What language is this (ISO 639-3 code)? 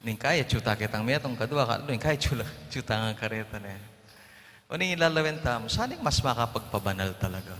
pam